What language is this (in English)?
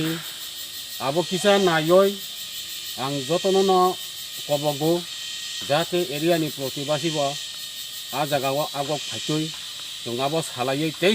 Kok Borok